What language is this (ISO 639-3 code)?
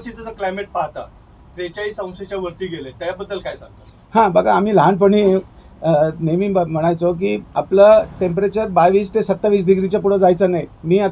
mar